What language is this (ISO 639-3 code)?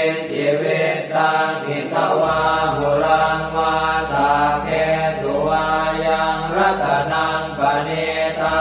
pli